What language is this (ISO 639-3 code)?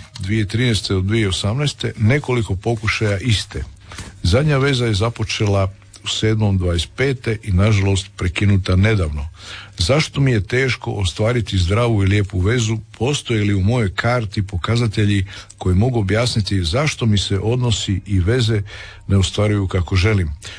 hrv